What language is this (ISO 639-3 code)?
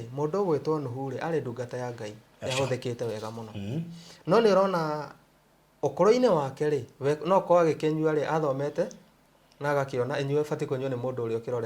kik